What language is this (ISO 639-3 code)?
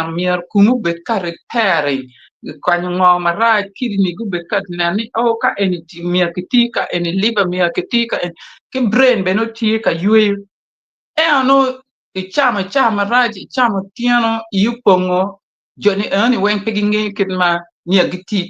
ach